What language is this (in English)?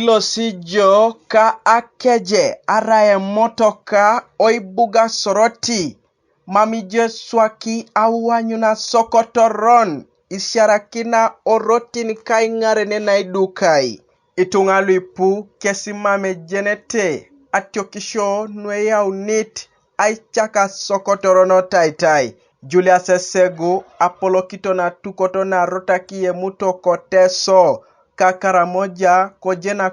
Teso